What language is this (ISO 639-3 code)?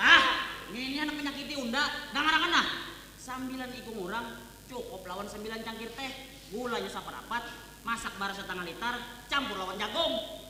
bjn